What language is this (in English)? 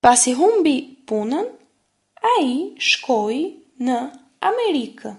Albanian